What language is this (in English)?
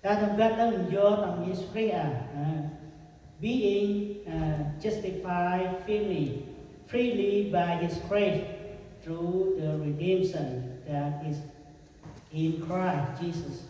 Central Mnong